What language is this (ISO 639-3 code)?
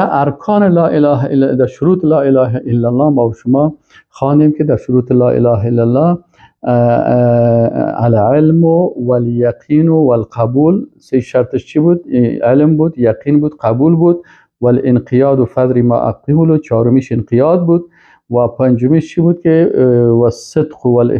fas